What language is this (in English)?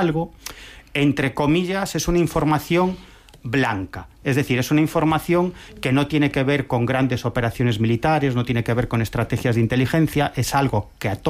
Spanish